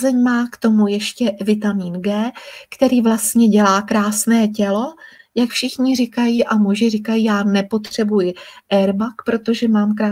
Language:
Czech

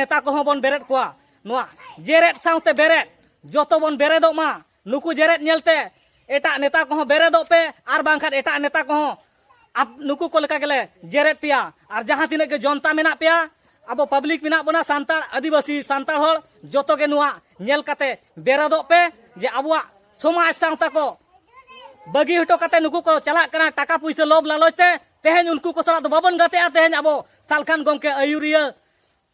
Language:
Santali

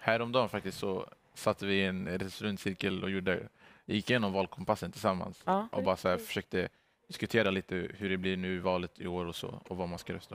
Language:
Swedish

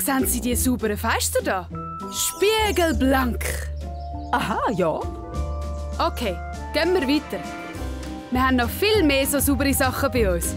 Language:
Swiss German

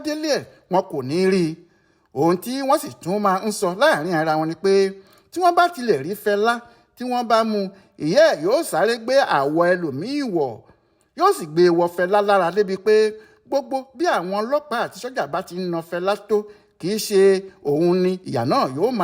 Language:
Yoruba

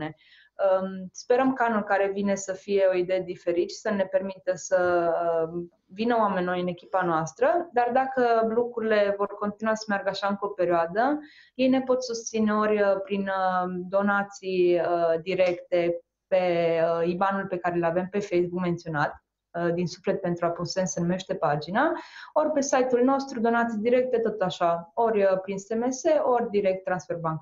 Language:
Romanian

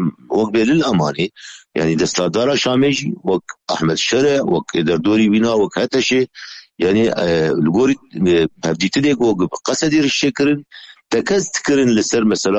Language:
Kurdish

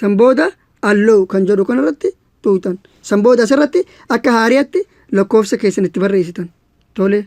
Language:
Oromo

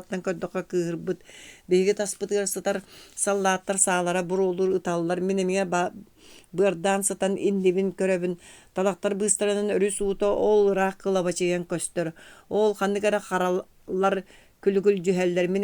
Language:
Yakut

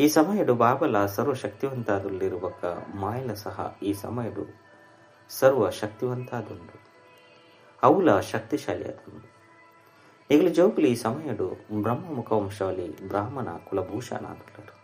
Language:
Tulu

